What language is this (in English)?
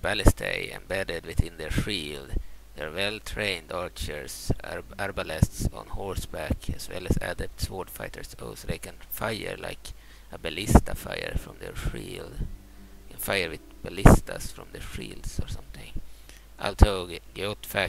English